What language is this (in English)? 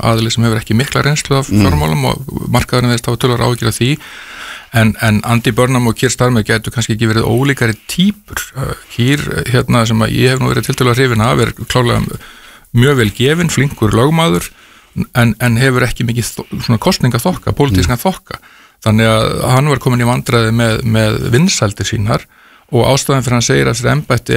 Icelandic